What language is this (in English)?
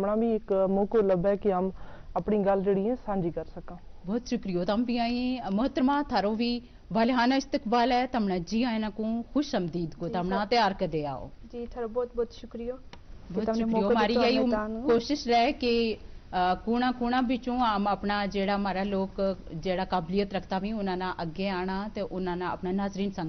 Gujari